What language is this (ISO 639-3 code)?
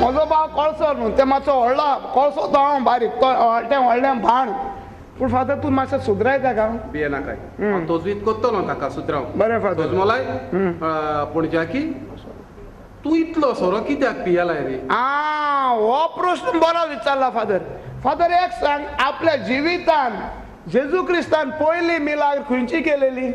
kok